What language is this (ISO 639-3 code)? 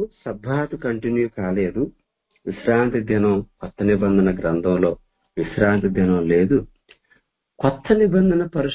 tel